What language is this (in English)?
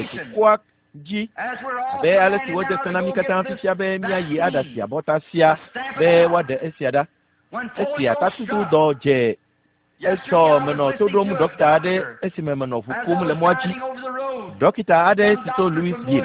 Ewe